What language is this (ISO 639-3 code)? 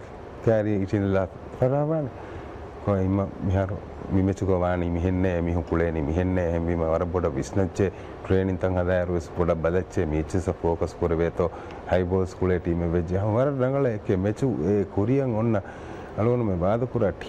div